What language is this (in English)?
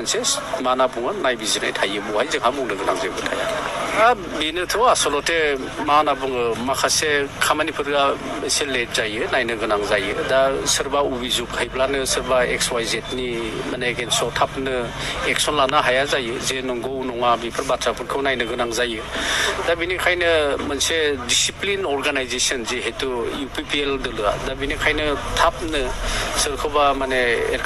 Bodo